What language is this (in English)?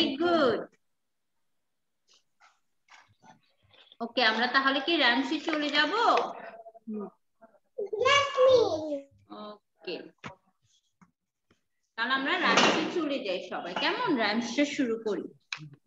Bangla